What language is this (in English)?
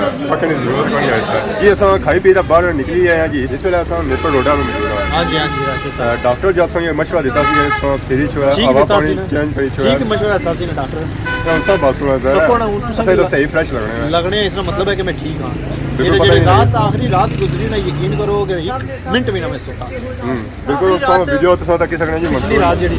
Pahari-Potwari